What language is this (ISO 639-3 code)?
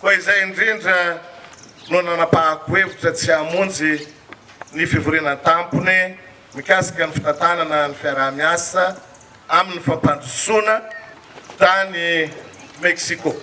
mlg